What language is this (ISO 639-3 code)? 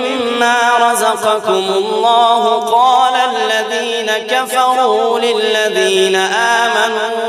ara